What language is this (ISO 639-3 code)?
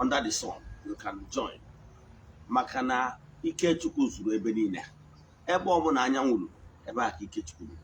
ibo